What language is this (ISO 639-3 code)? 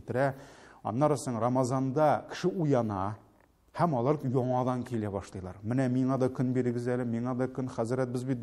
tat